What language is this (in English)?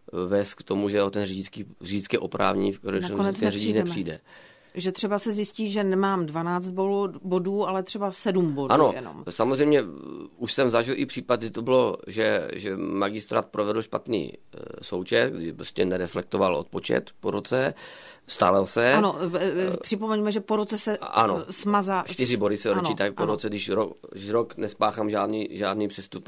Czech